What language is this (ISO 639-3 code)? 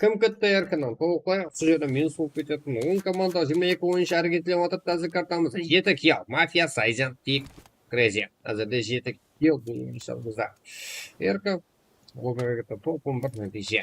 kaa